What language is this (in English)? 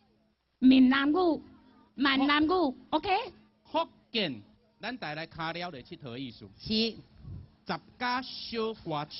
Min Nan Chinese